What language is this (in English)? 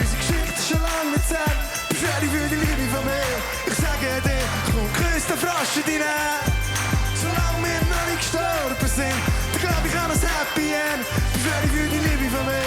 Swiss German